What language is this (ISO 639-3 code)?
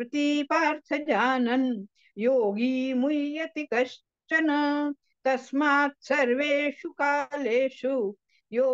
san